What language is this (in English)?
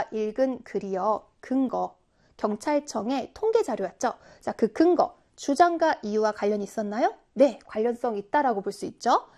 Korean